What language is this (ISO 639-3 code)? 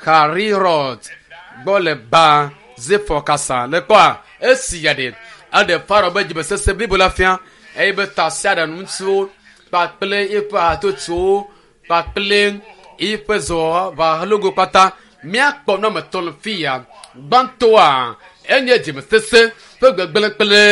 ewe